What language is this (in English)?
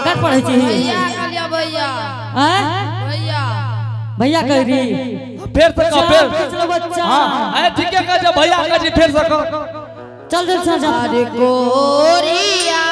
Angika